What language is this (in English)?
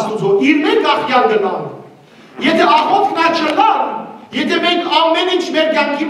Western Armenian